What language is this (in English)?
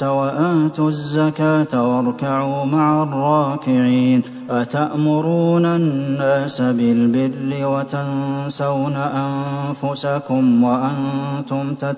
Arabic